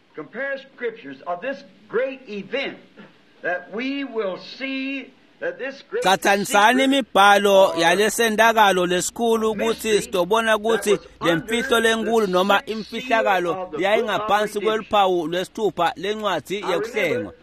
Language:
Swati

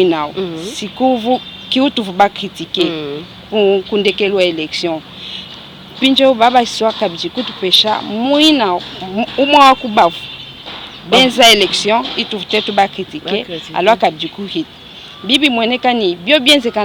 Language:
Luba-Lulua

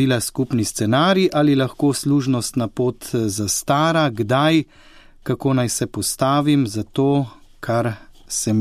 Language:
Slovenian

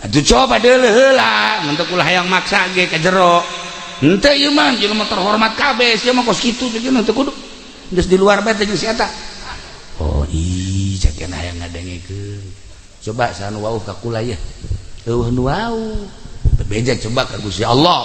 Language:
Sundanese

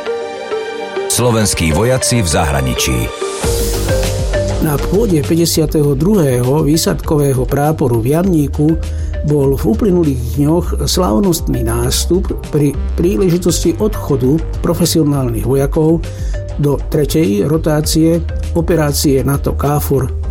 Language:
Slovak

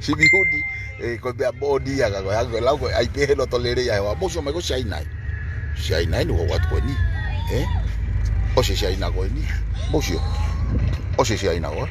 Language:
Tongan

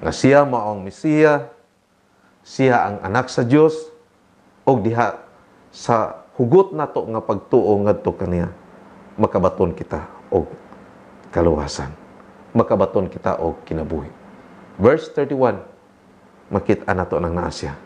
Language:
Cebuano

